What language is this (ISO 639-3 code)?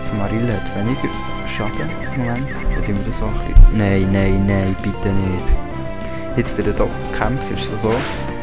gsw